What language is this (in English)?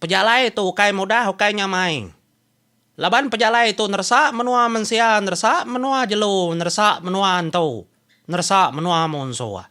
Iban